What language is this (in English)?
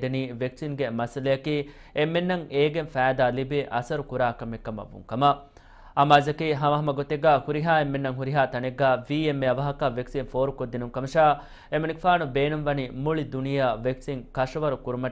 Divehi